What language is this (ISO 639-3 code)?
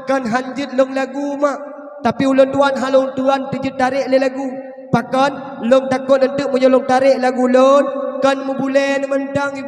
ace